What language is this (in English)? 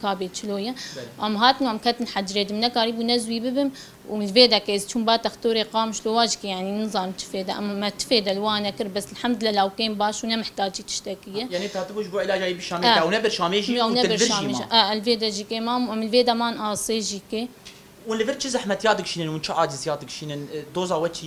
Kurdish